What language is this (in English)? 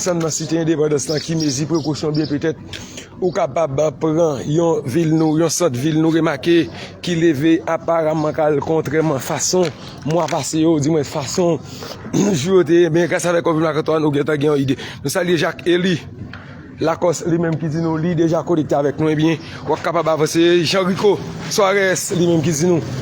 Haitian Creole